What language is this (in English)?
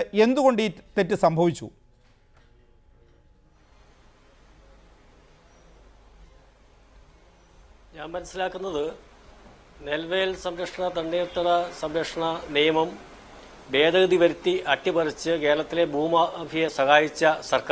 Malayalam